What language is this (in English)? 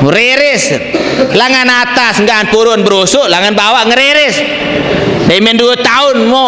Sasak